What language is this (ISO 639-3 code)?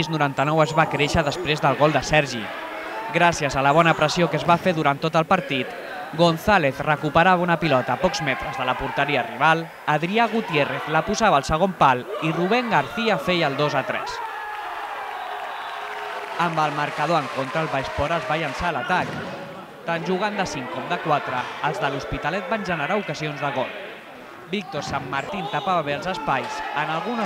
cat